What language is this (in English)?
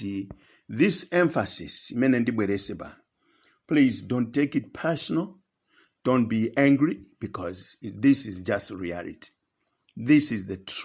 Nyanja